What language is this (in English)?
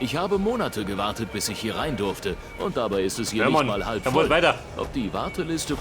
Bavarian